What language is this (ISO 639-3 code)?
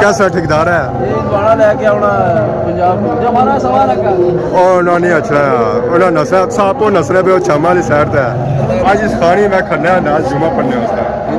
phr